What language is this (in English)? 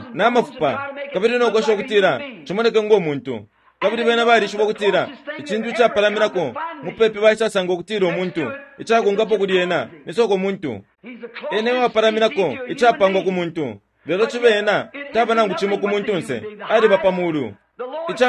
Bemba